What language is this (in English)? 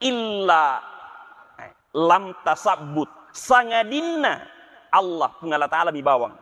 Buginese